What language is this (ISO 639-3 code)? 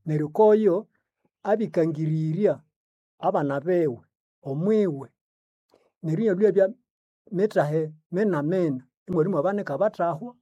nnb